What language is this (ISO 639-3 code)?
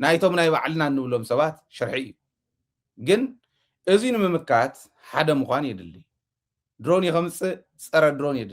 tir